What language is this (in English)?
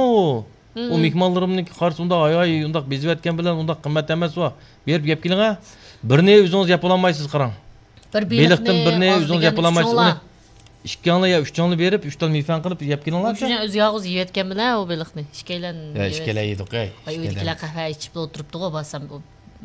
Uyghur